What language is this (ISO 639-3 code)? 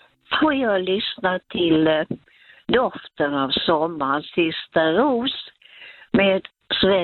swe